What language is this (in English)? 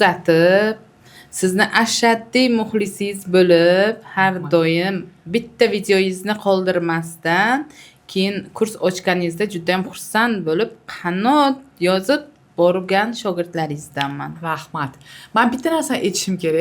Uzbek